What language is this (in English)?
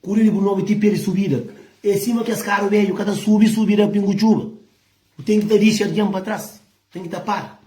Kabuverdianu